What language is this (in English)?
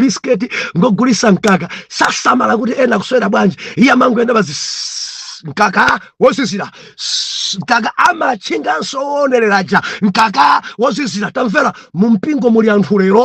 Nyanja